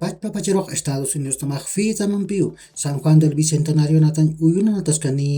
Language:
Aymara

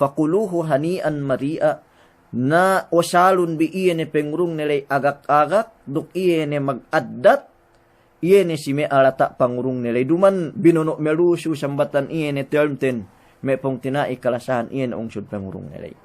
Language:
Yakan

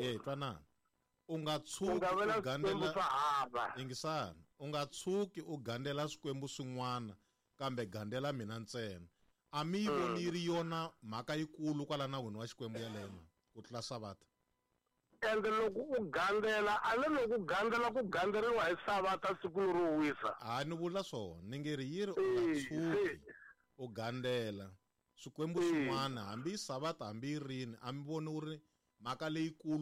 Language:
Tsonga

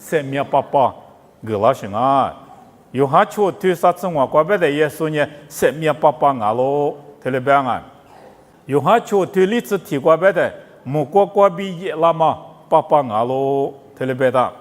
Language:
Lisu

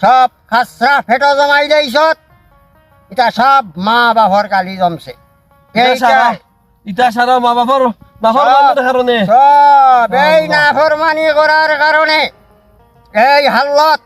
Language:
Sylheti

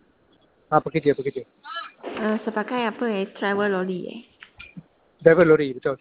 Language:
Malay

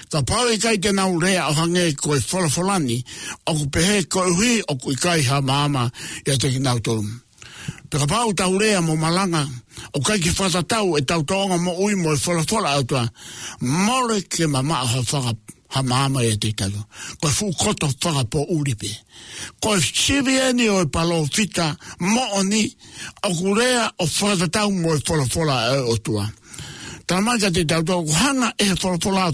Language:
Tongan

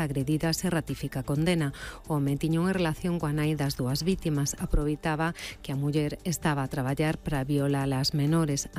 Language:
Galician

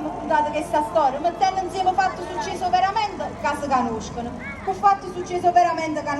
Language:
Neapolitan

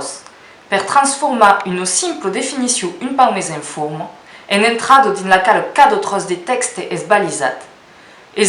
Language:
Occitan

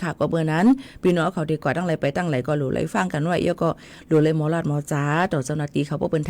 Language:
Shan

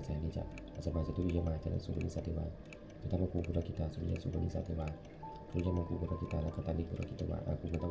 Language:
Pali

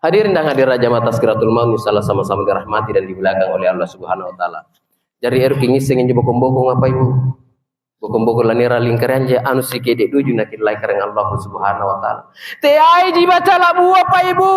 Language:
Makasar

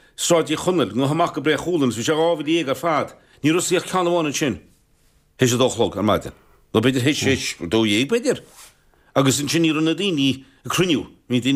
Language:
Irish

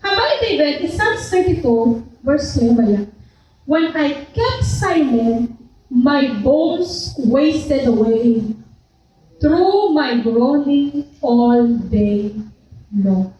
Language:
Hiligaynon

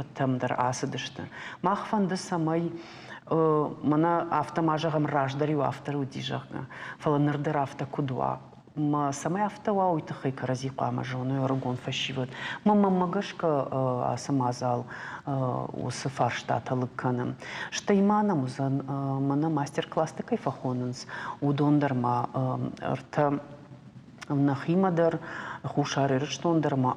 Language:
Ossetic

